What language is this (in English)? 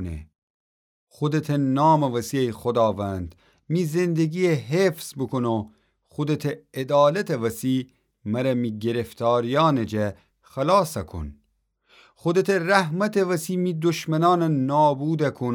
Gilaki